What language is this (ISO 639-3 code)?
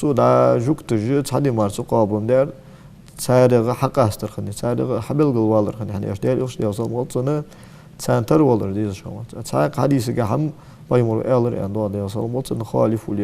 inh